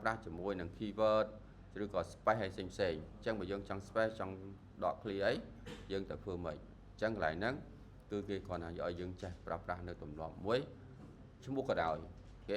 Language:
Khmer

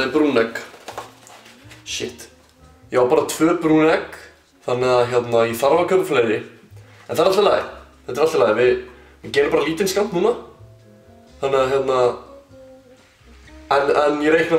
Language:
Icelandic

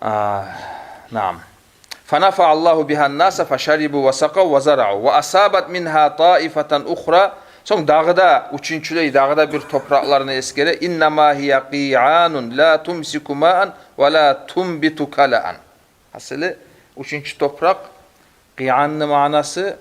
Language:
Kumyk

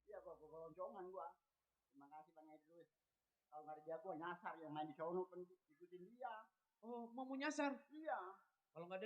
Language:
Betawi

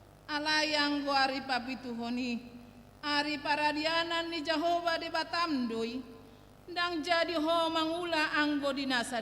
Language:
Batak Toba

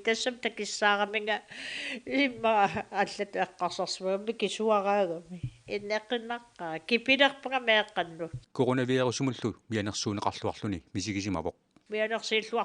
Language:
Kalaallisut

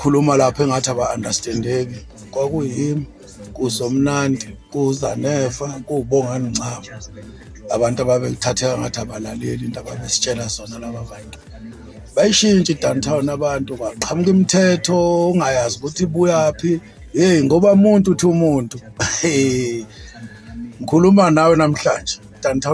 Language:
Zulu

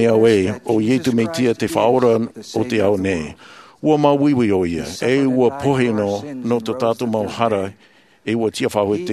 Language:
Tahitian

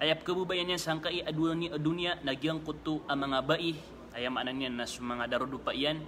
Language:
Maranao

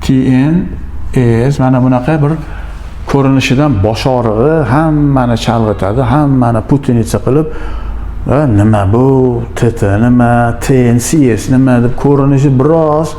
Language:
Uzbek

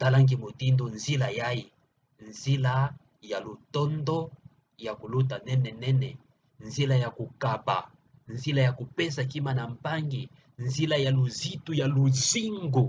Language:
Kituba (Democratic Republic of Congo)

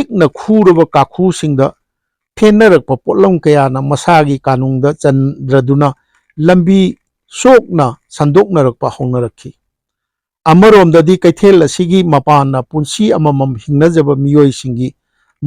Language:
Manipuri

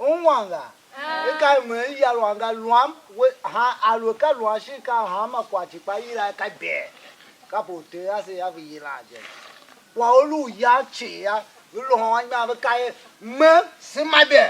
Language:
Tiv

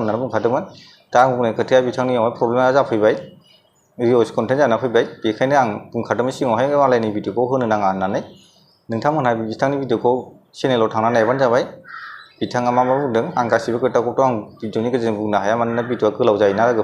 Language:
Bodo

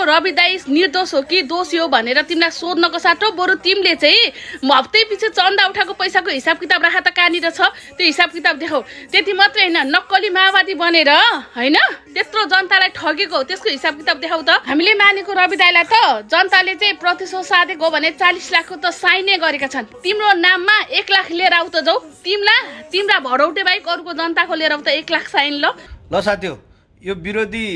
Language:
Nepali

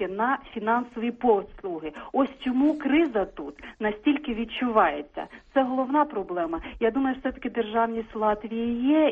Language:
Ukrainian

